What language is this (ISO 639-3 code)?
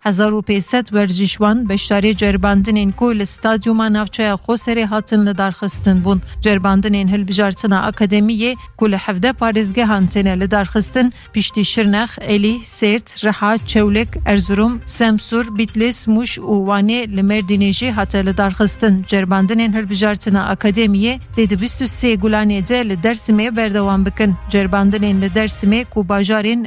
kur